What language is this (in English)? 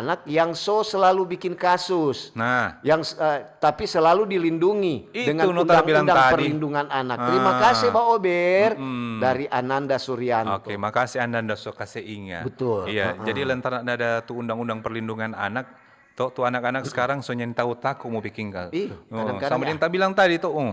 Manado Malay